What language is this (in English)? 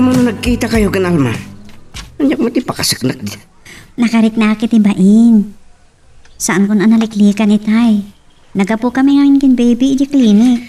Iloko